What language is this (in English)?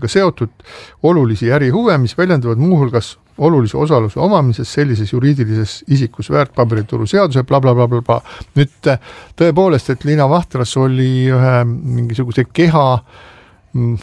Estonian